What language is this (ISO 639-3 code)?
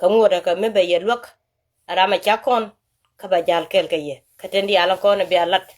nus